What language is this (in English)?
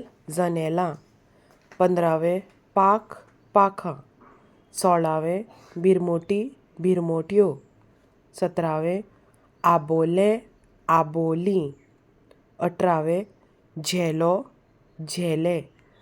Konkani